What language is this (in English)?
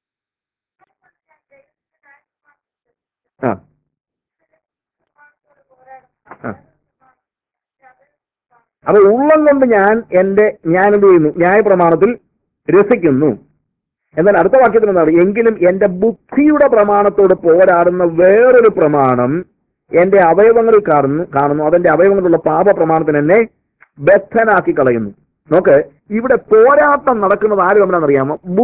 Malayalam